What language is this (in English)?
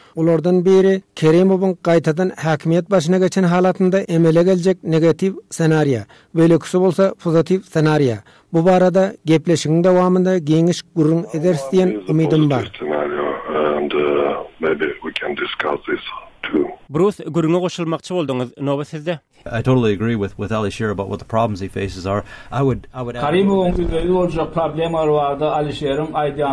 Turkmen